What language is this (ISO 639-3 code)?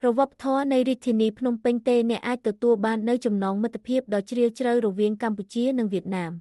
khm